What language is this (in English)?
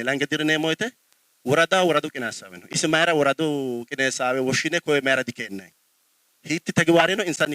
Sidamo